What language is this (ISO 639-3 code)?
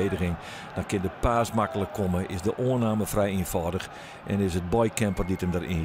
fry